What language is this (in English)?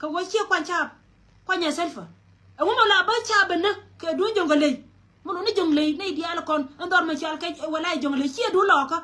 Nuer